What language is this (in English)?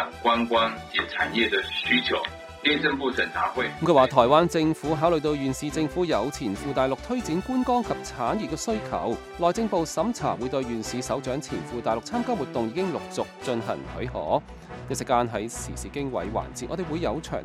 Cantonese